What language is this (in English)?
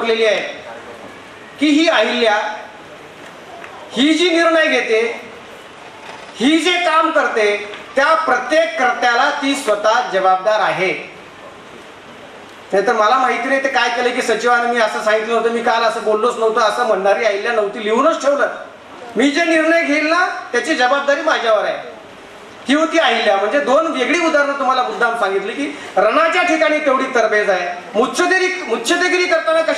Marathi